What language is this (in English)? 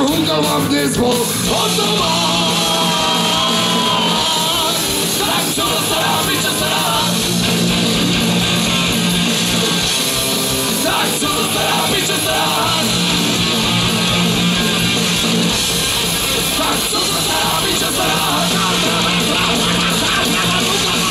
Slovak